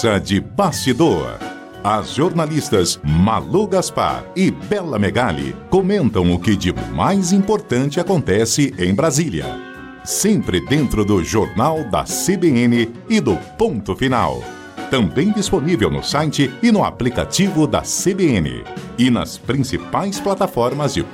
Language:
Portuguese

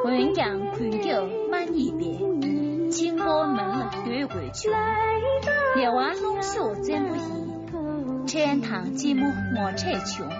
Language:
Tibetan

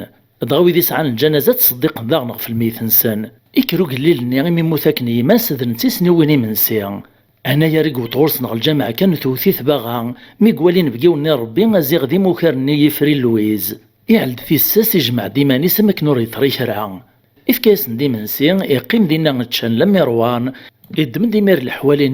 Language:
Kabyle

